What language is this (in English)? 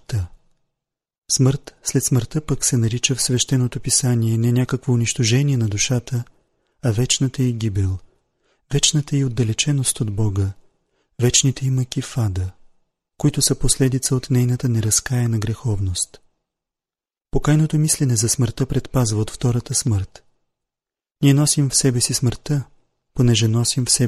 Bulgarian